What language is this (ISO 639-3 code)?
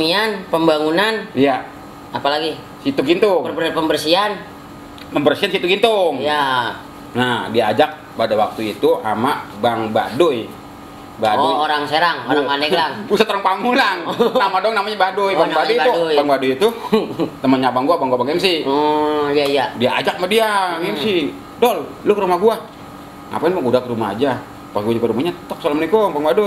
bew